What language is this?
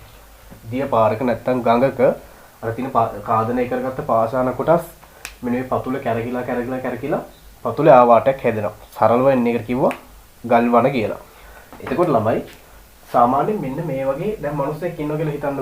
Sinhala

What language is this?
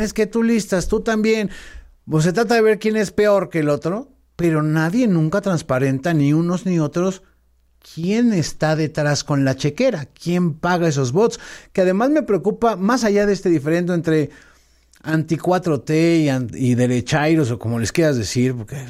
Spanish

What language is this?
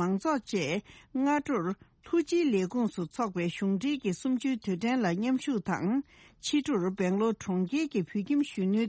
Tibetan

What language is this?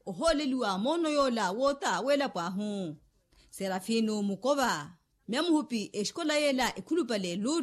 Makhuwa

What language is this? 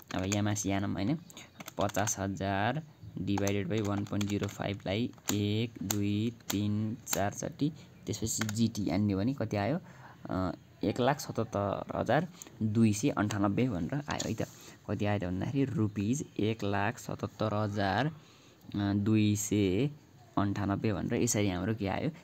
Nepali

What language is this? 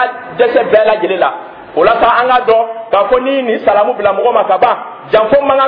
Dyula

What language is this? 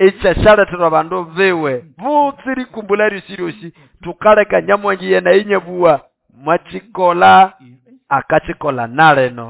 Nande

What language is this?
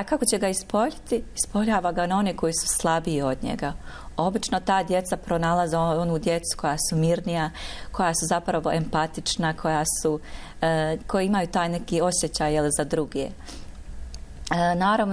Bosnian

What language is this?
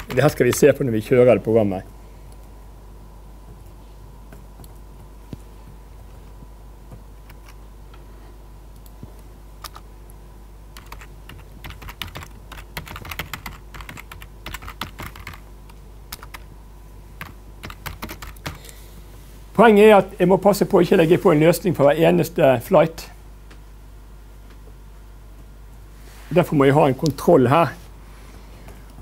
Norwegian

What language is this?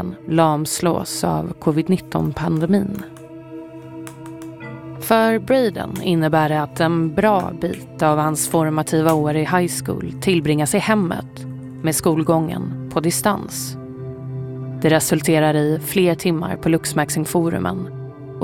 Swedish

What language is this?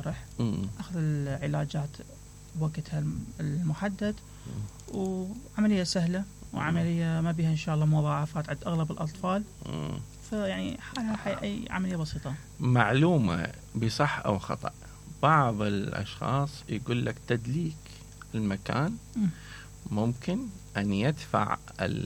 Mesopotamian Arabic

